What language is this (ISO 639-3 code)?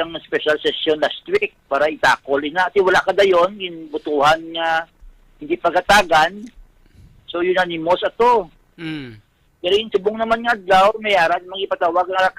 hil